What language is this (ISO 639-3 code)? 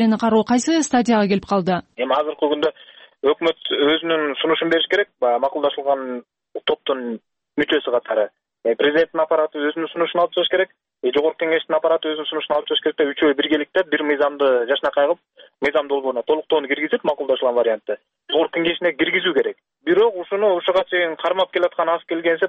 kir